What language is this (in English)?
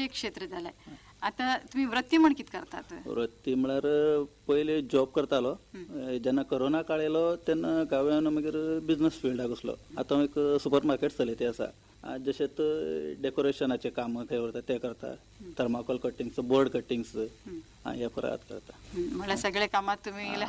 Konkani